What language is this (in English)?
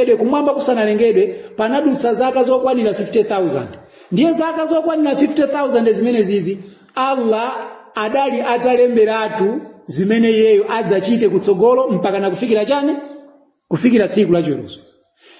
Nyanja